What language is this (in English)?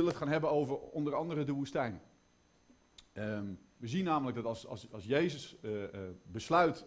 Dutch